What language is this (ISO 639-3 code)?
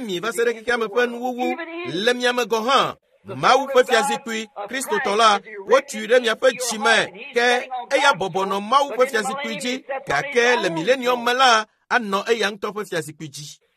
ewe